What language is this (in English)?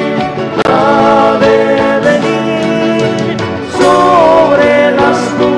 South Bolivian Quechua